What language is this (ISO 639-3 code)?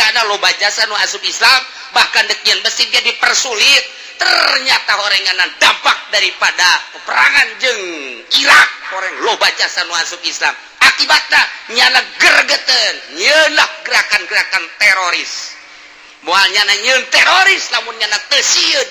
sun